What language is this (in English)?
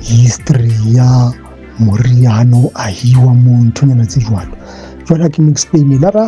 Southern Sotho